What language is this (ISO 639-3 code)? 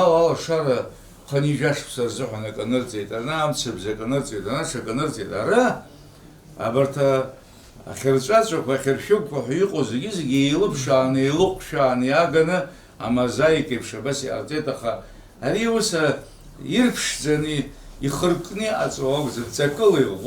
abk